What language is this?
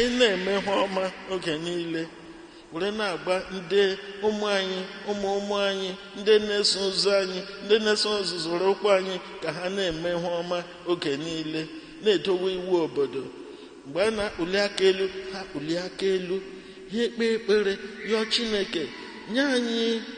Igbo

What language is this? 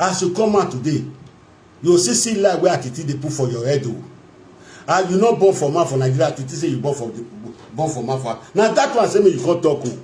Nigerian Pidgin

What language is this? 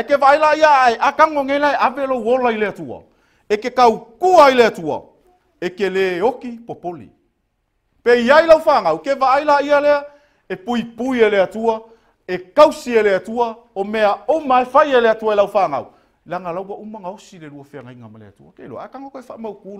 Samoan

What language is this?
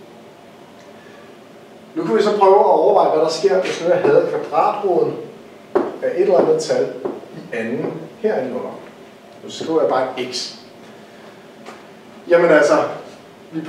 Danish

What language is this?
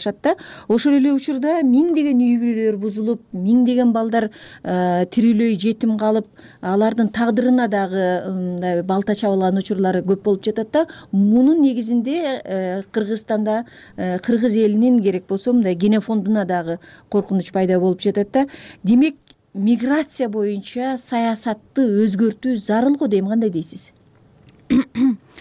Kyrgyz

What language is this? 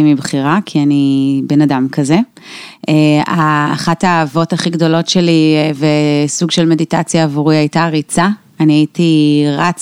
Hebrew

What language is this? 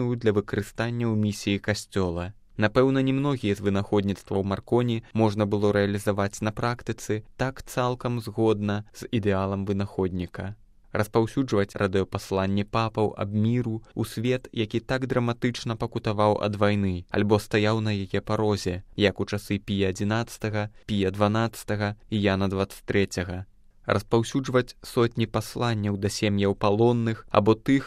Belarusian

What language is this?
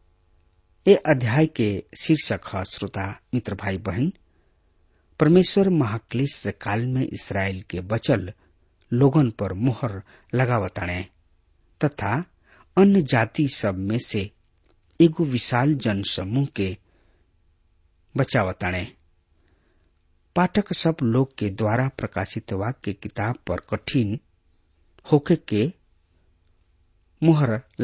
Bhojpuri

